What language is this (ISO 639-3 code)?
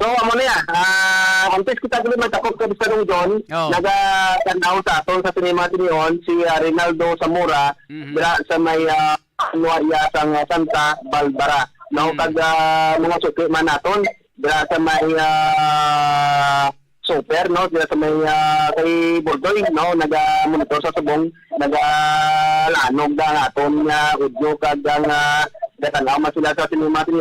hil